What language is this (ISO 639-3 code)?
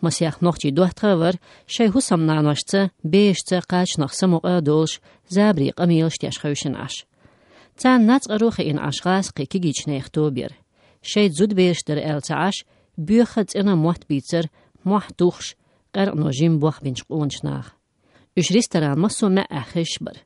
che